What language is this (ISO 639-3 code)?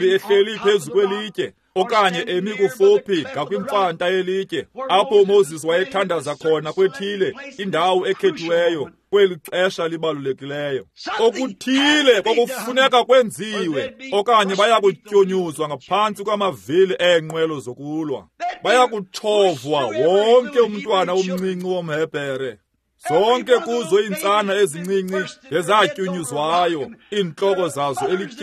xho